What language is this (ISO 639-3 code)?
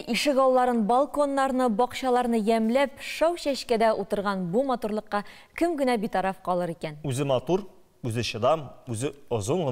tat